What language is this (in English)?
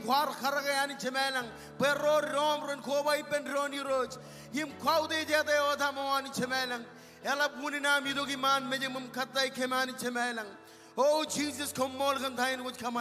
Marshallese